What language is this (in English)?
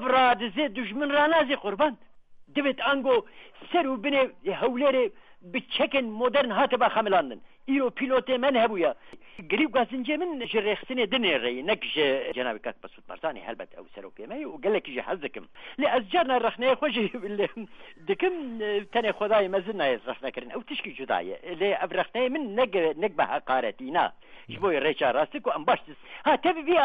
Kurdish